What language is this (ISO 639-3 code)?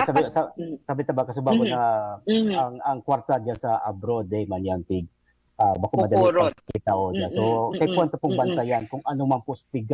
bik